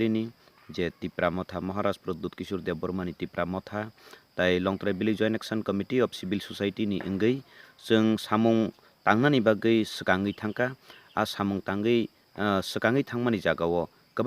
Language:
Kok Borok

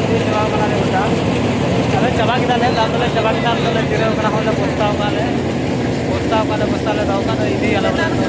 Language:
Santali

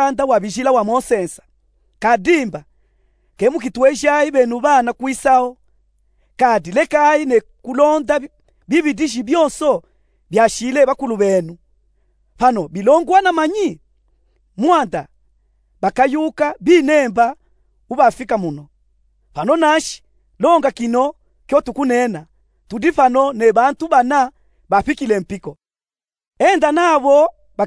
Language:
Luba-Katanga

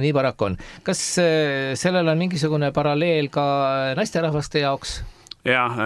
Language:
Estonian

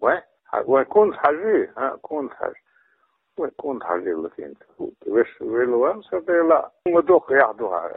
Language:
Chechen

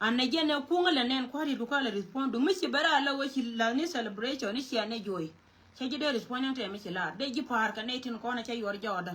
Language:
Nuer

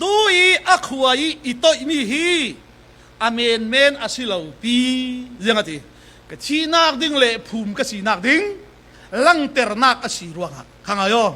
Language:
Falam Chin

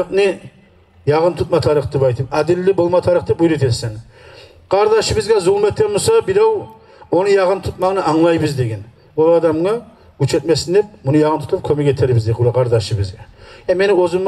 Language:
Kumyk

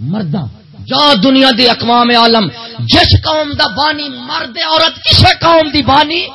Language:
Saraiki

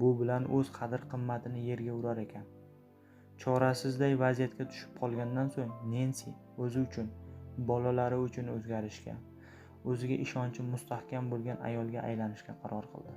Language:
Uzbek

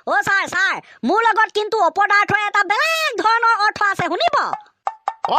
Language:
Assamese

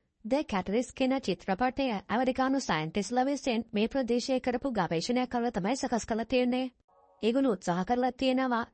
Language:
Sinhala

